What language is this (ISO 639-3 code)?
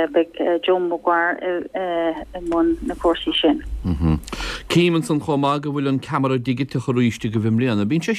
gle